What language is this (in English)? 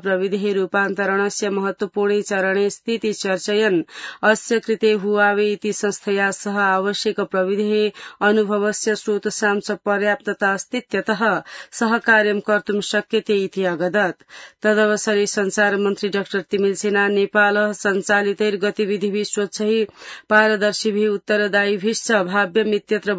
Sanskrit